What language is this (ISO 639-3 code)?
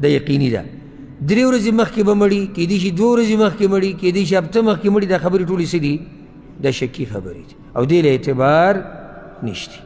pus